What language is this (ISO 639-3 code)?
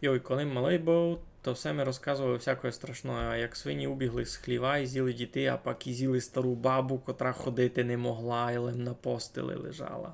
rue